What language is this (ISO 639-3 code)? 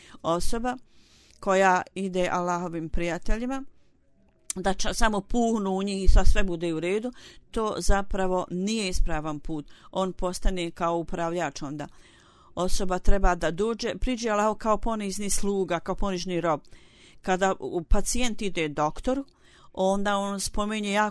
bos